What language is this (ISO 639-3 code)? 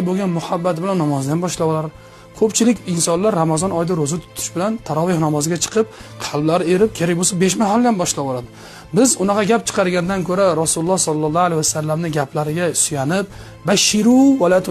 uzb